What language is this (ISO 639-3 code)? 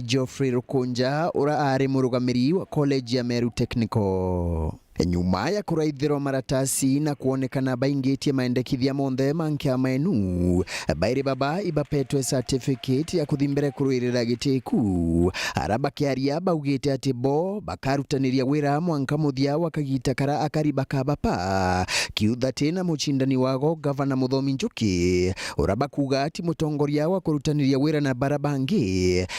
mer